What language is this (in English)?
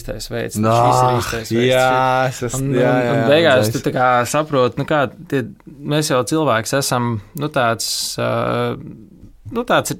Latvian